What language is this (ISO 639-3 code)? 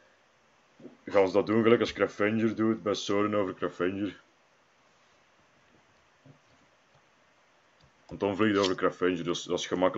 nld